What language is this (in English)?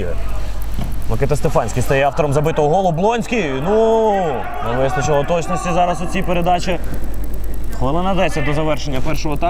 Ukrainian